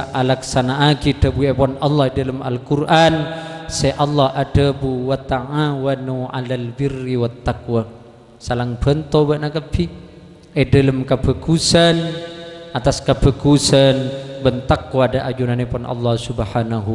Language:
Madurese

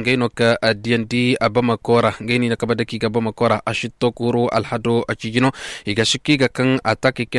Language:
Koyraboro Senni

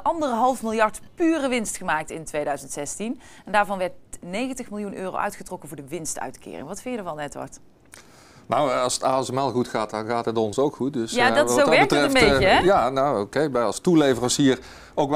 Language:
Dutch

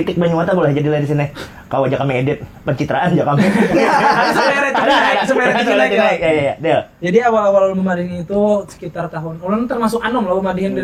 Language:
Banjar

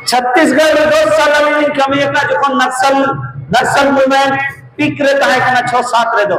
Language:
Santali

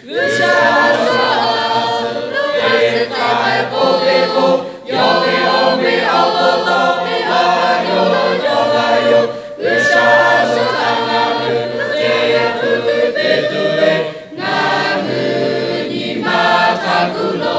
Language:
Lahu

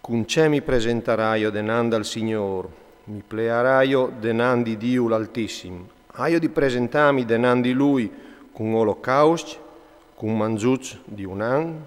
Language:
Friulian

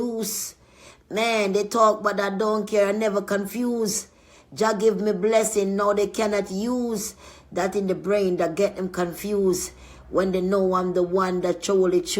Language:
Jamaican Creole English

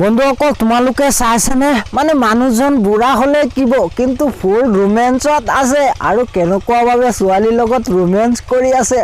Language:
Assamese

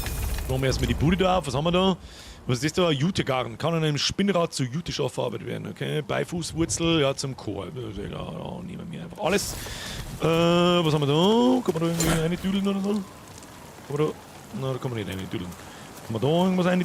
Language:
Bavarian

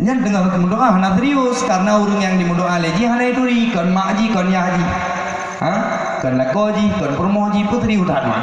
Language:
Achinese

